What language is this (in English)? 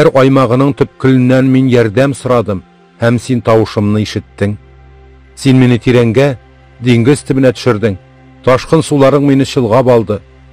Tatar